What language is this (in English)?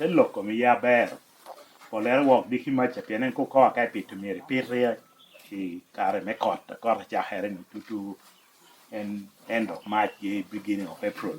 Lango (Uganda)